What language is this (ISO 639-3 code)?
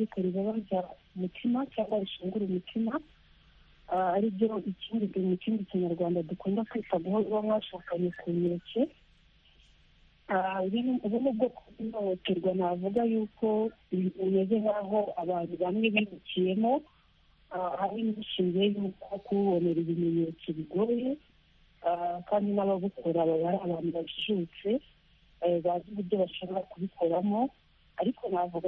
kin